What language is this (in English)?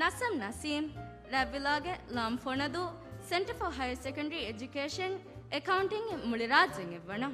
Divehi